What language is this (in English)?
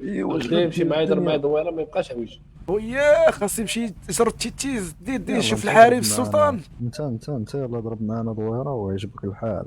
Moroccan Arabic